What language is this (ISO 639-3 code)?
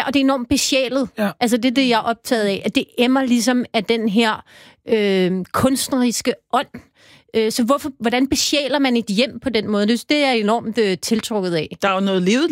dan